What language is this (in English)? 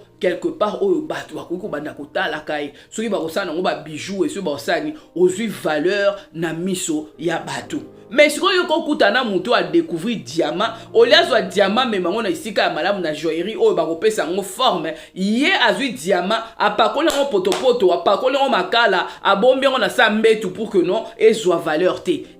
Lingala